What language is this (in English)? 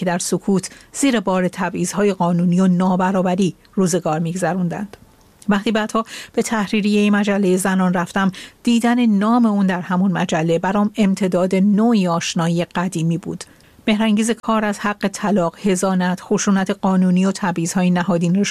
Persian